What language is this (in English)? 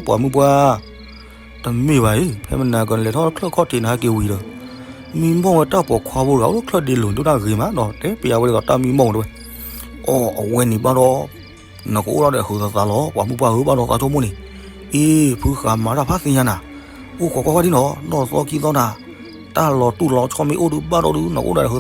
S'gaw Karen